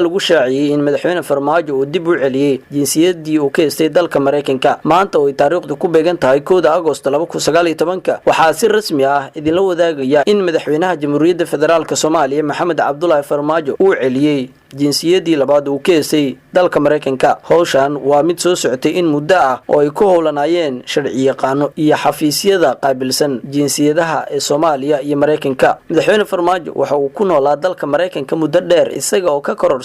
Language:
Somali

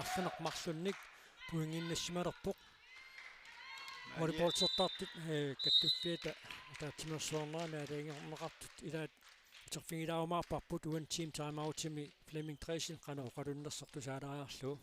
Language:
Kalaallisut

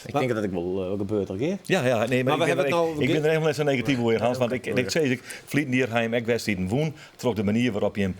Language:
Western Frisian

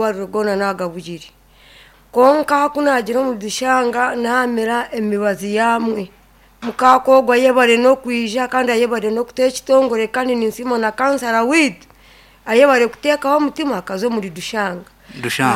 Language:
Nyankole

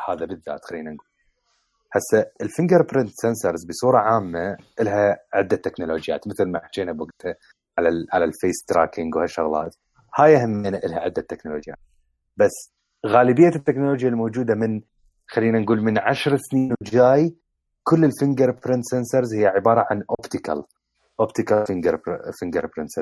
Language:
Mesopotamian Arabic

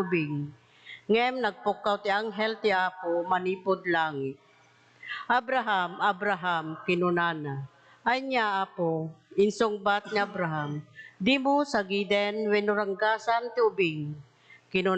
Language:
Iloko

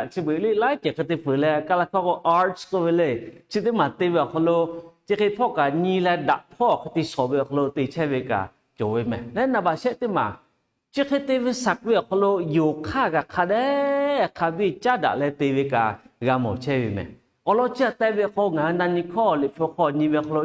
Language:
Lahu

